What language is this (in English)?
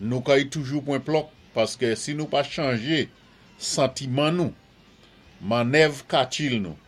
Saint Lucian Creole French